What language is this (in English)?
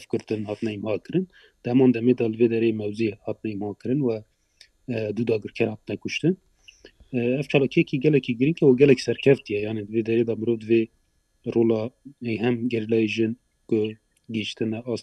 Kurdish